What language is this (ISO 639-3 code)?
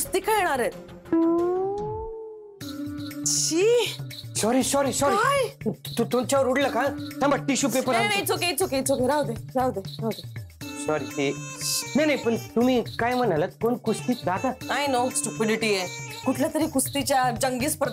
mar